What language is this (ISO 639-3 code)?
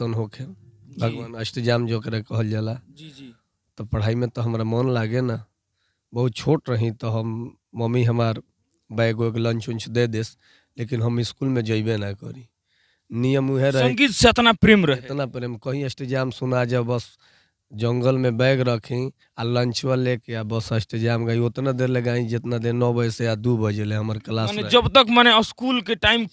bho